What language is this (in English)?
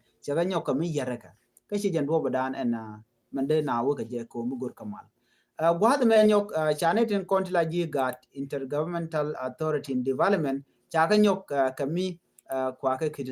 Nuer